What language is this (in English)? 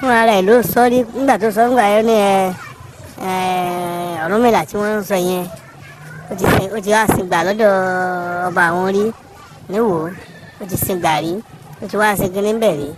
Yoruba